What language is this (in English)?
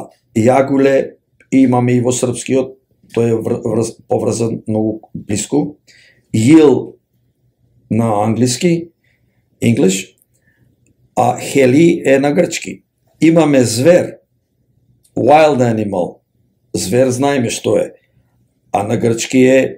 Macedonian